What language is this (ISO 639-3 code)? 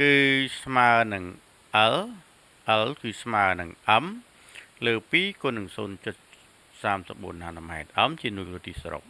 khm